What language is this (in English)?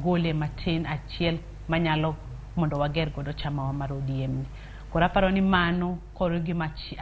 Luo (Kenya and Tanzania)